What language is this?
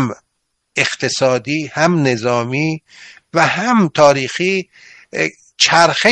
Persian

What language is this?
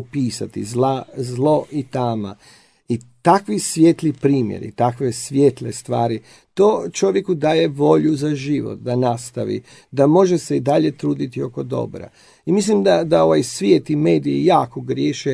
Croatian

